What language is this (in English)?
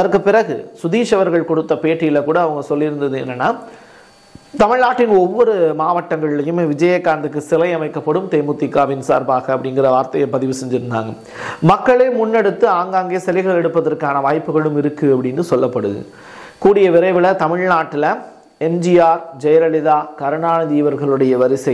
Tamil